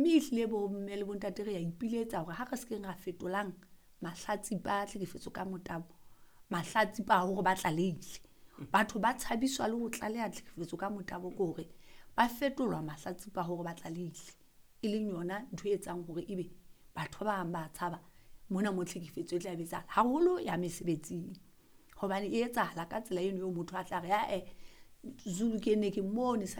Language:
Southern Sotho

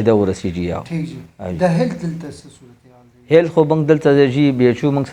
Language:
Pashto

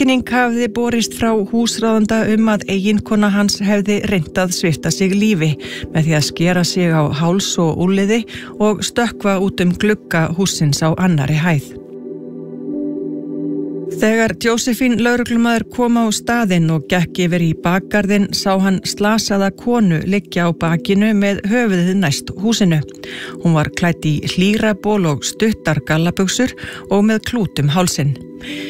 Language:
Icelandic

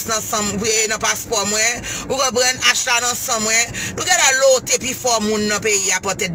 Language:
Haitian Creole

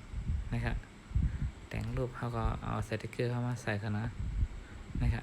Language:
Shan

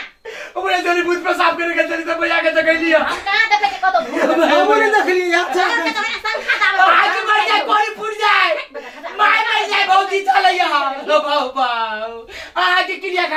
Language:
Maithili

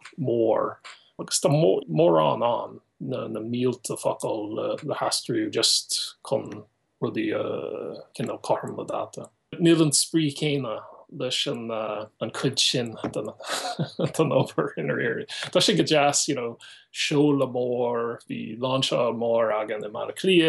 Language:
Irish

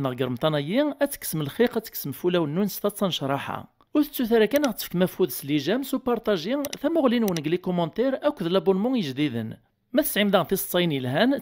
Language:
Kabyle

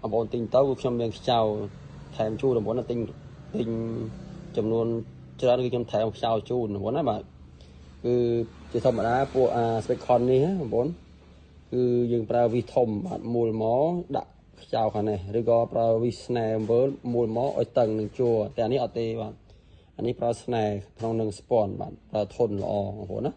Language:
Khmer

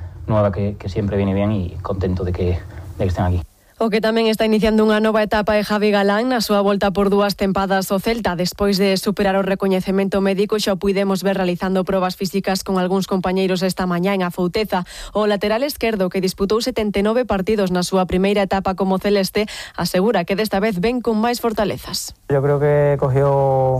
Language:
Galician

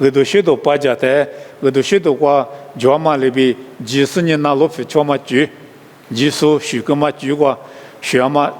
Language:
Lisu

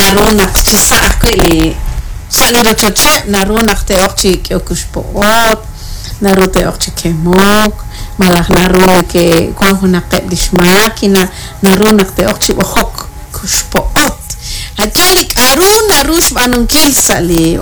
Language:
Kekchí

